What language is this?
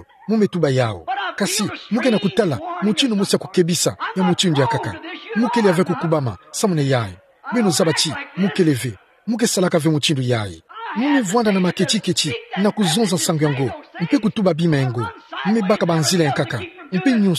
Kituba (Democratic Republic of Congo)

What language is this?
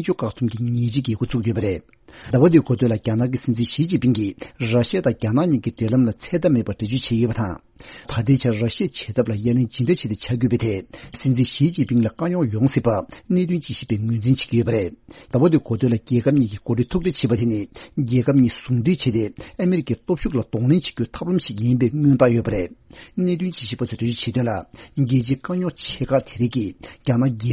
Tibetan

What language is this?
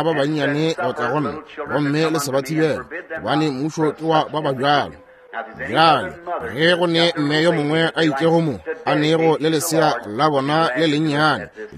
Northern Sotho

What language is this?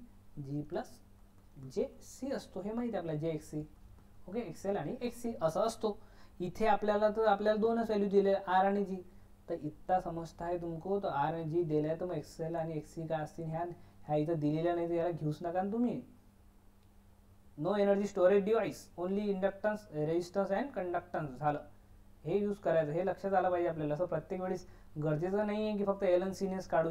Marathi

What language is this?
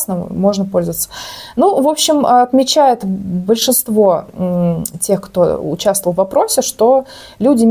Russian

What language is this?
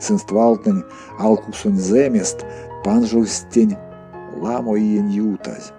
Erzya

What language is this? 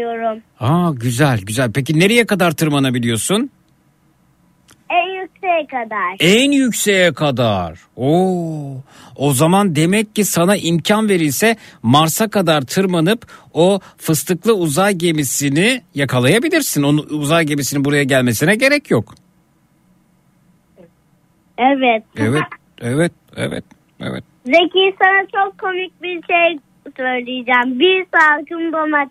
Turkish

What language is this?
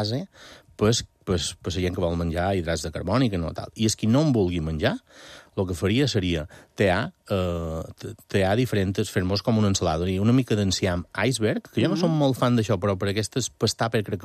Catalan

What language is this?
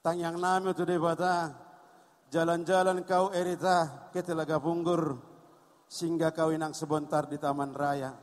Batak Toba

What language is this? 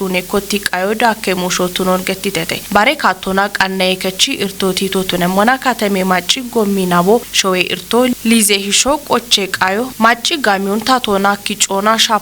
Kafa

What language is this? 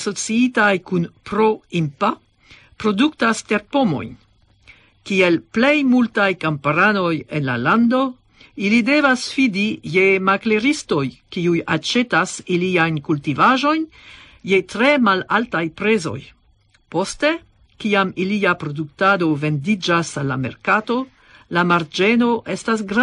Esperanto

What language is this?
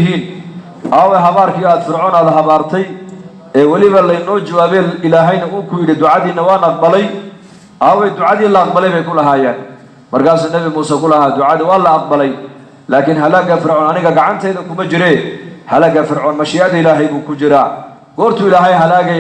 Somali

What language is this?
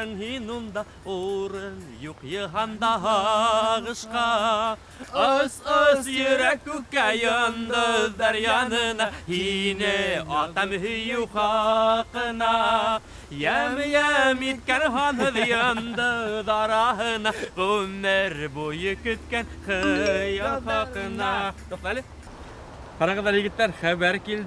Bashkir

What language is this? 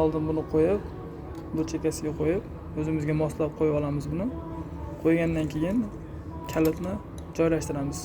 Uzbek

